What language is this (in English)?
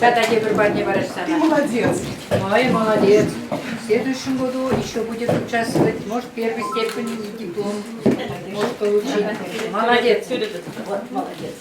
Chuvash